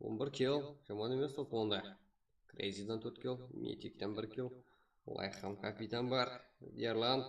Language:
Kara-Kalpak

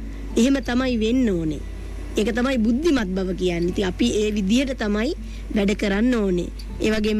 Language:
Sinhala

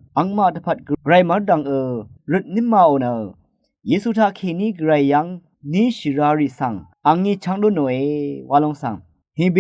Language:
Rawang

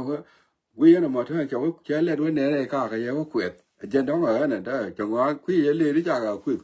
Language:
Nuer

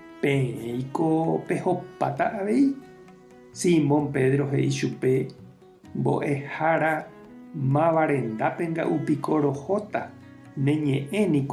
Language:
Guarani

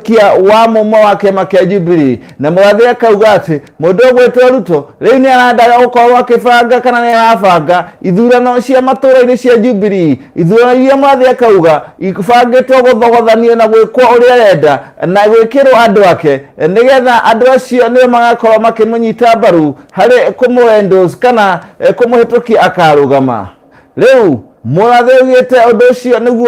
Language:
Kikuyu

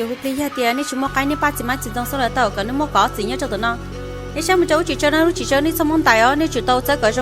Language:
Hmong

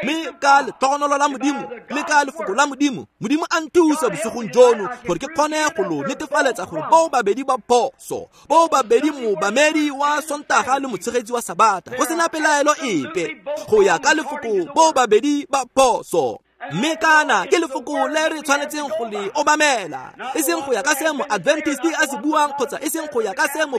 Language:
Tswana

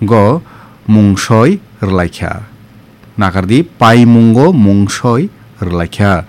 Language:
Kok Borok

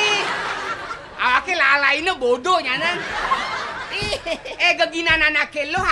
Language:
Balinese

